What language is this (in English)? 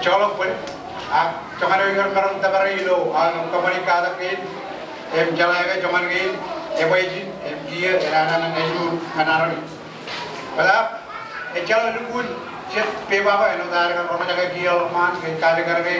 Marshallese